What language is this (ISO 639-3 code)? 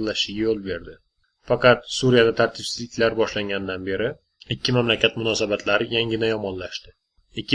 uzb